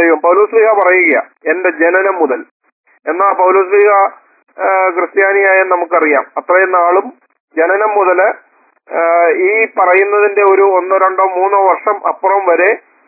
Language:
Malayalam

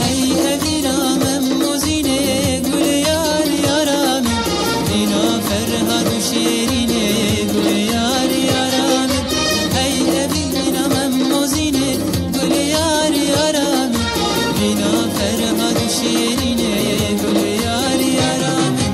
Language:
Kurdish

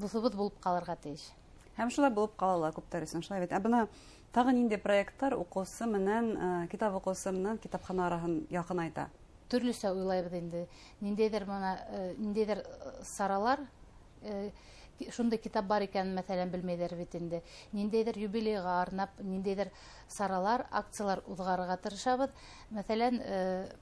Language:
Bashkir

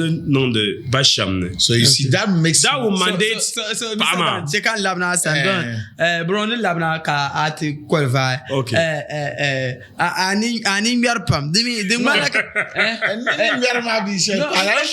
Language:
Dagbani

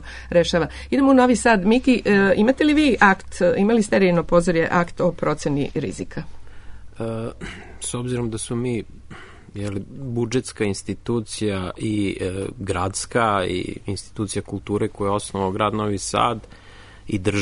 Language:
Serbian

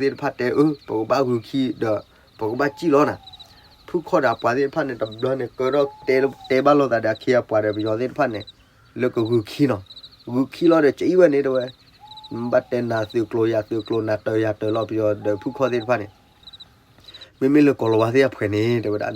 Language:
S'gaw Karen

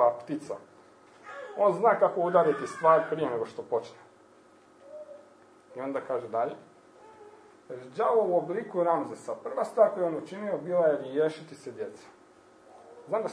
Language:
Croatian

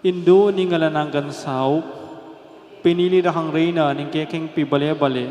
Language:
Pampanga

